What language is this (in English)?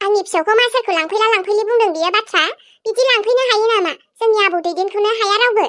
Bodo